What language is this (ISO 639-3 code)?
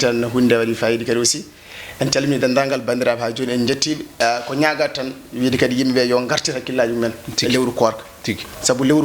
ful